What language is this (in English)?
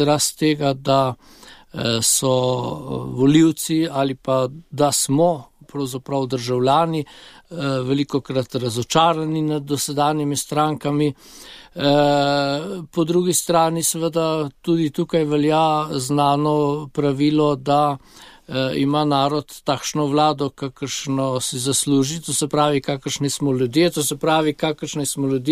Slovenian